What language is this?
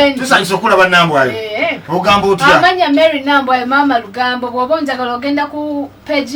Ganda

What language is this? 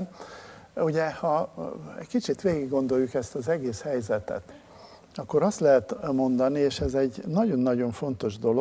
Hungarian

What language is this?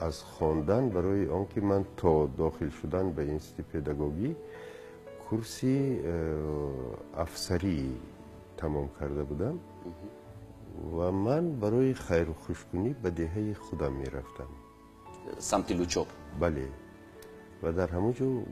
Tajik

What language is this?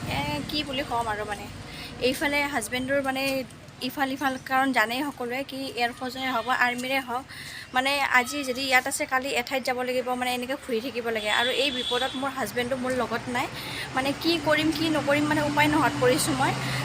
Assamese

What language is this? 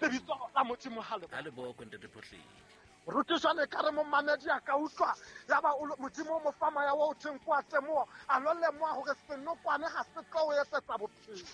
Southern Sotho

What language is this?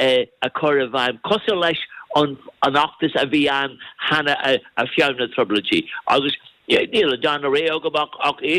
Irish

